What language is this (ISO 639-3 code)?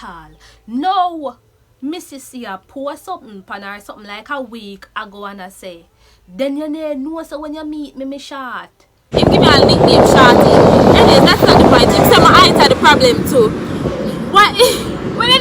jam